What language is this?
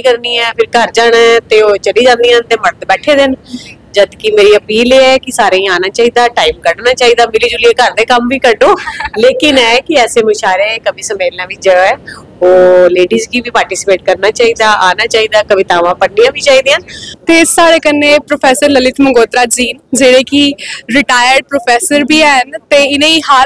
Dogri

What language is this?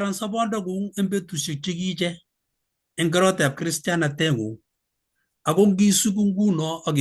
Kalenjin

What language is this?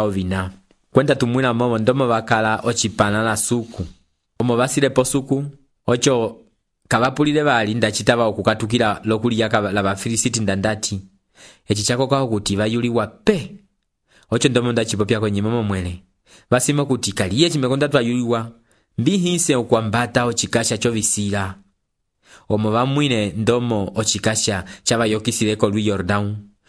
Umbundu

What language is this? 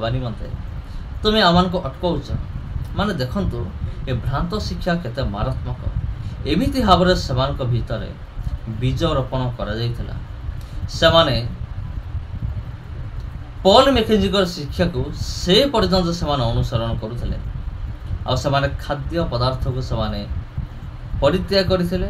Odia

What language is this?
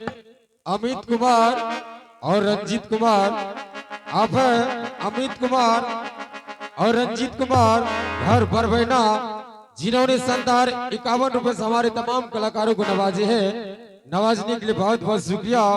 Angika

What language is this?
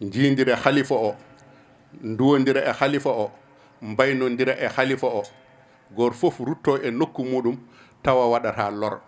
Fula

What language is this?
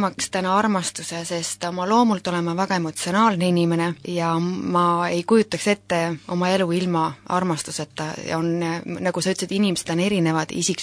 Estonian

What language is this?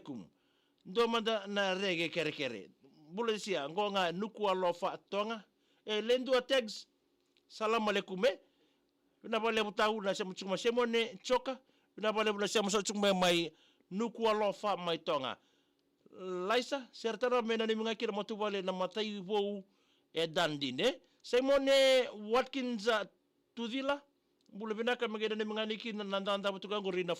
Fijian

